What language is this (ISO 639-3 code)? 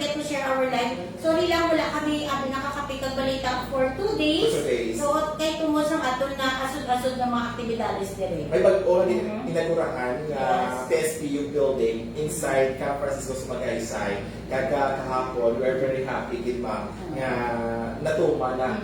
hil